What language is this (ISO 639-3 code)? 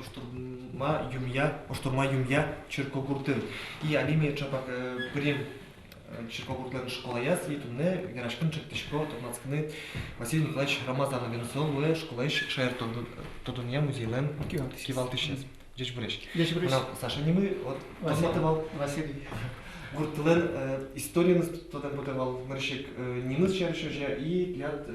udm